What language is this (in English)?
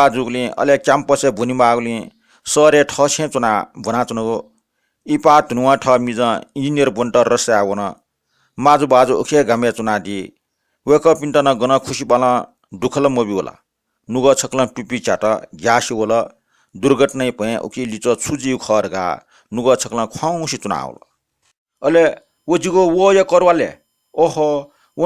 Newari